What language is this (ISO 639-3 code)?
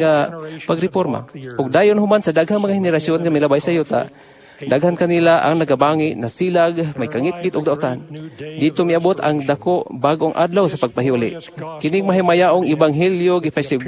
ceb